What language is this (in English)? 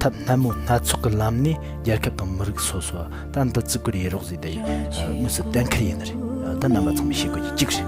Tibetan